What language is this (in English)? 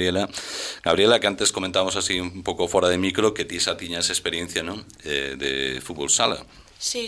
Galician